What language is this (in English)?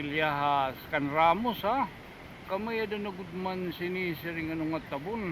Waray